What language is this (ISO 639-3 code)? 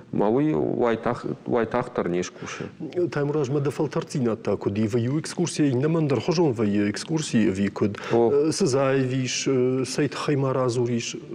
oss